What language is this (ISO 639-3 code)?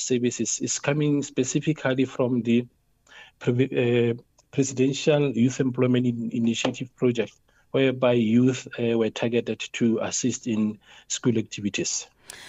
eng